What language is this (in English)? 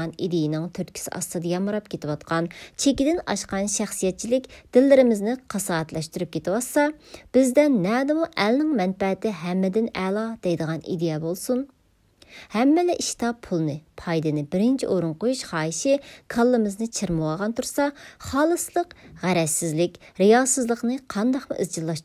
Uyghur